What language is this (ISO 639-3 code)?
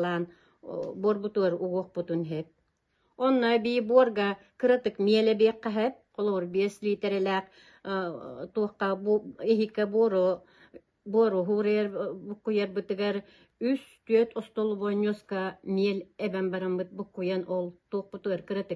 sah